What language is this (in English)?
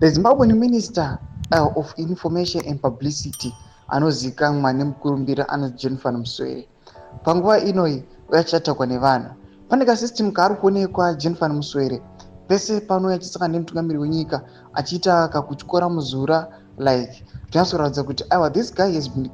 Shona